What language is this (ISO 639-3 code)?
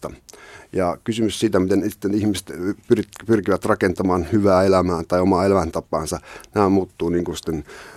fin